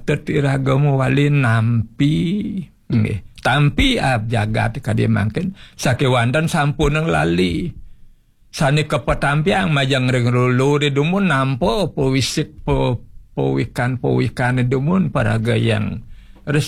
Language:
Balinese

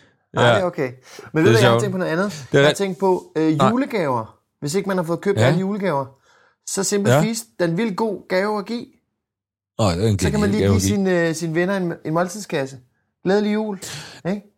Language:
Danish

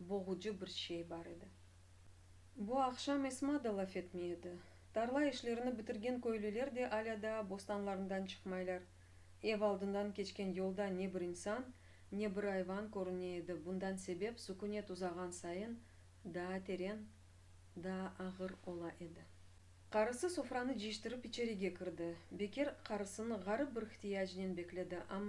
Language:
Crimean Tatar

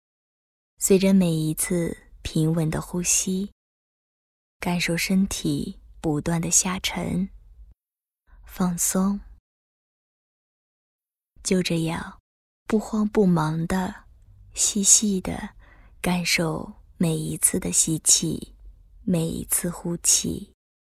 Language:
Chinese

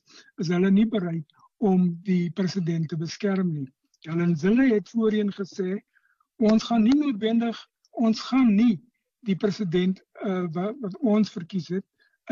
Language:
Afrikaans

